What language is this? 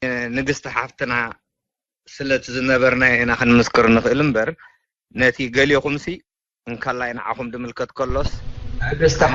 Tigrinya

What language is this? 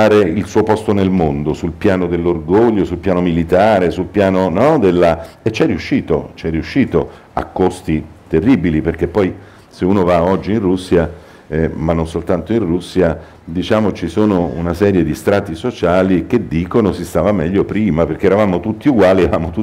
Italian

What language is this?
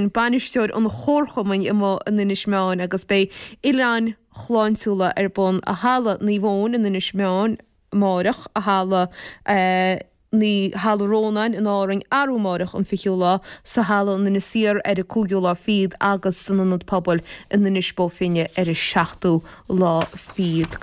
Irish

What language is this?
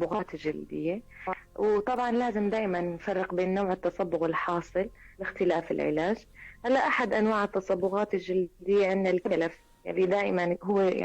North Levantine Arabic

